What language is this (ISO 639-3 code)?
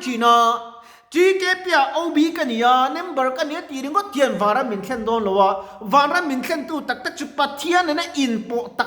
lus